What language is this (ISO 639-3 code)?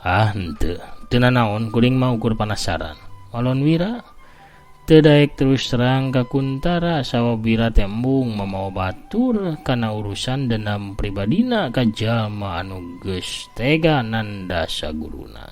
sun